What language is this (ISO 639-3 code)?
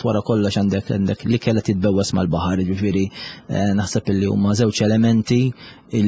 mlt